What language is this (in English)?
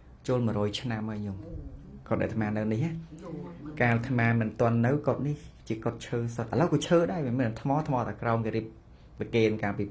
Khmer